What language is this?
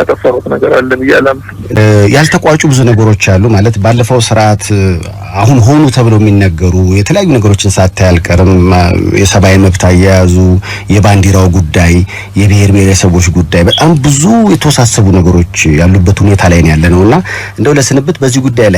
Amharic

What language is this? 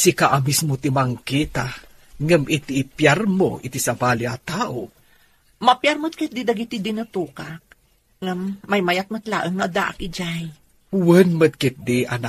Iloko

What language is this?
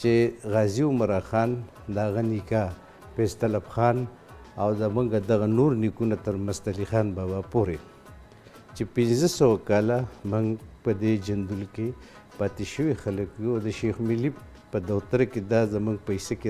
Pashto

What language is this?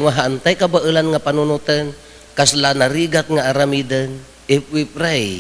Iloko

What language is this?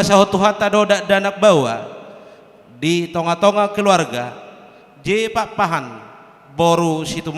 Batak Toba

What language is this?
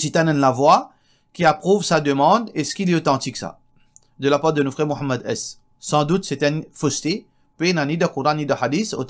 Morisyen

